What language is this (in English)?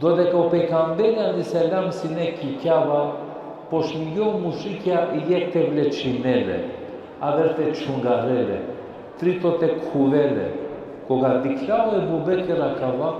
Balkan Romani